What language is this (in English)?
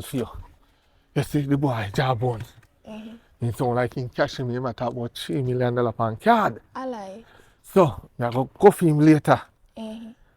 Jamaican Creole English